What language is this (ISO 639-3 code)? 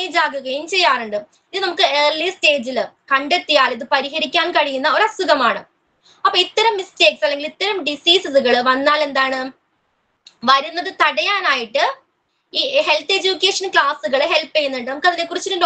mal